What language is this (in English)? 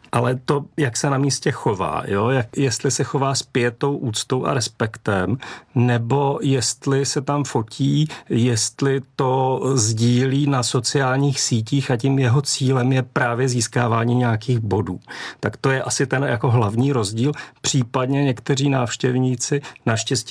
Czech